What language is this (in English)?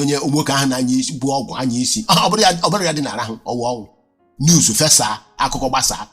Igbo